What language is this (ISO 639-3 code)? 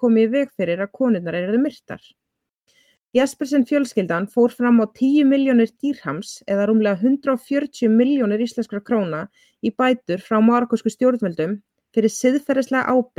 isl